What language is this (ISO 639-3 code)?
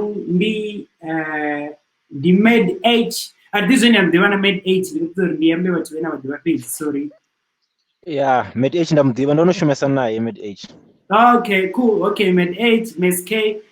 ven